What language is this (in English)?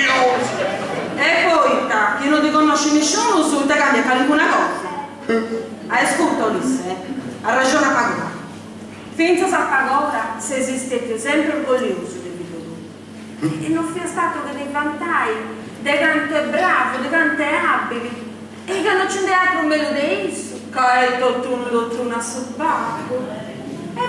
Sardinian